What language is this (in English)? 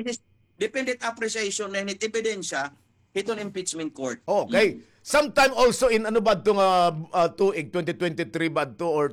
Waray